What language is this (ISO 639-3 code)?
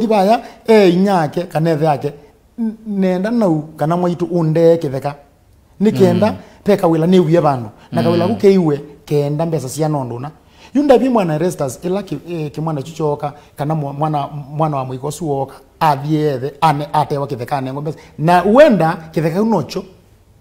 kam